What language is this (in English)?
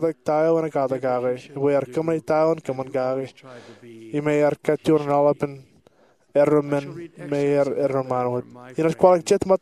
Marshallese